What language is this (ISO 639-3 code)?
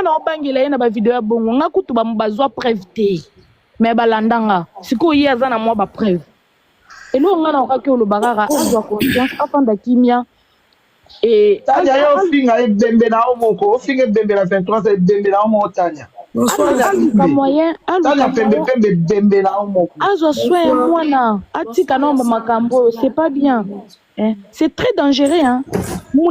lin